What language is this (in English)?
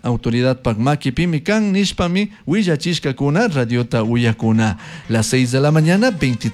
Chimborazo Highland Quichua